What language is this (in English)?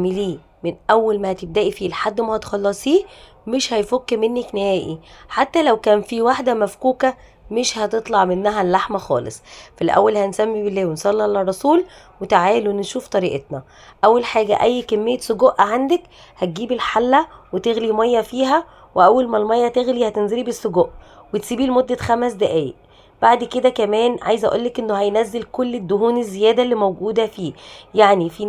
Egyptian Arabic